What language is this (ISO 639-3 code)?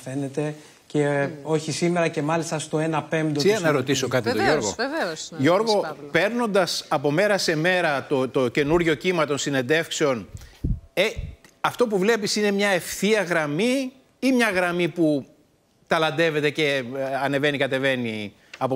ell